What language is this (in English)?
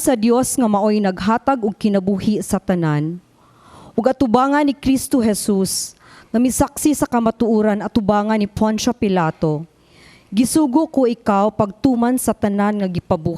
Cebuano